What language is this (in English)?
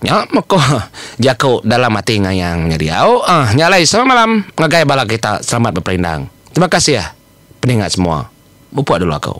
Iban